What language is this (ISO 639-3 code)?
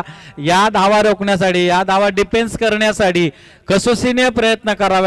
mar